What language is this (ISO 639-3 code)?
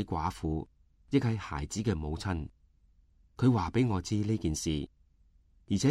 yue